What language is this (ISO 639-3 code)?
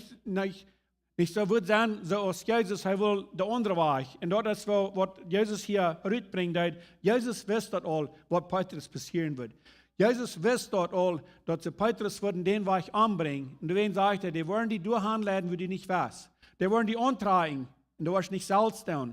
pdt